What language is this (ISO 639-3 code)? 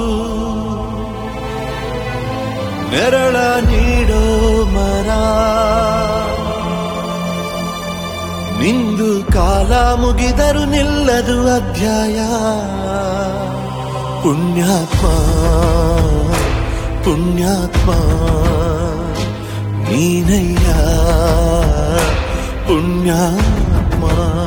kan